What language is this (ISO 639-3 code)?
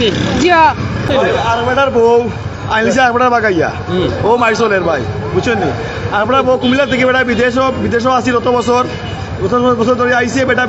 syl